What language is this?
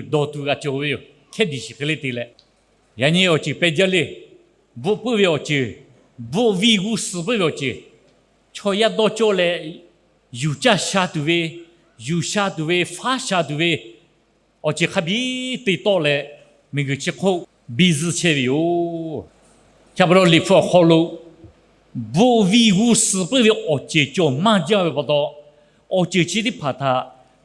Lahu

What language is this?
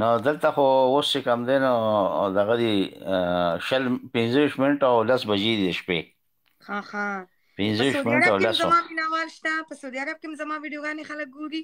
Pashto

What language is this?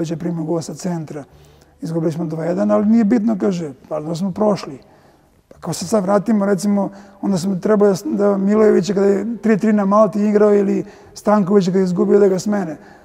Serbian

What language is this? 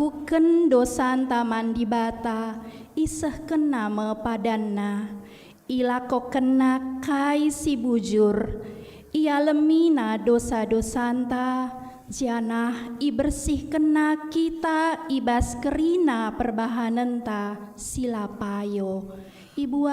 Batak Karo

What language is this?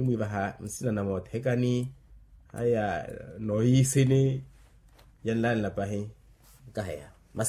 Makhuwa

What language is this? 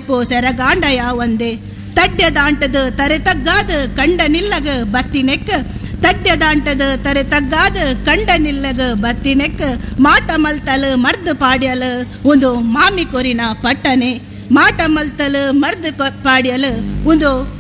Tulu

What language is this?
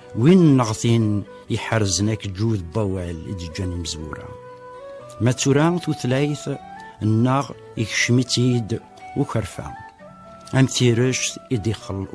Kabyle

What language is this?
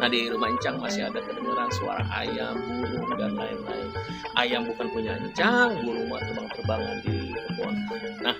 Betawi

